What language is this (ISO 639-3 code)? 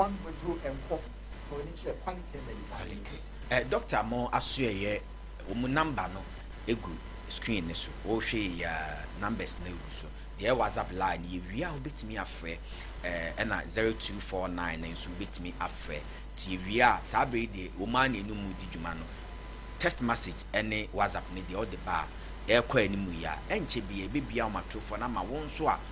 aka